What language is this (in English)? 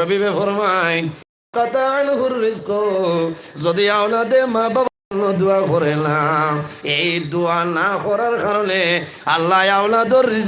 Sylheti